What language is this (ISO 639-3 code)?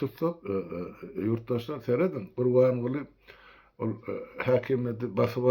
tuk